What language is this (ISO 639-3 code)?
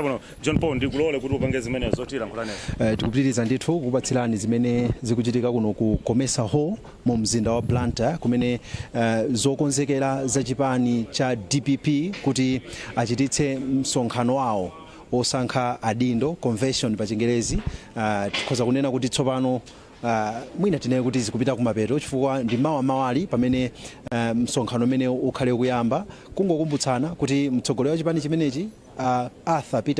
nya